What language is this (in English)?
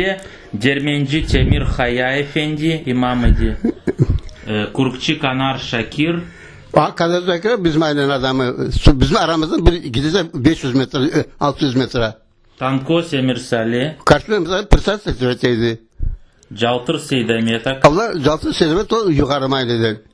Crimean Tatar